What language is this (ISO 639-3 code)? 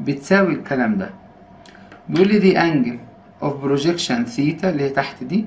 arz